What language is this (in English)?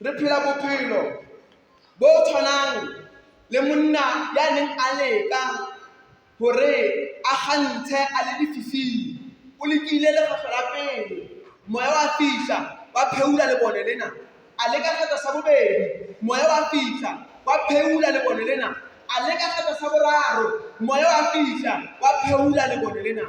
Southern Sotho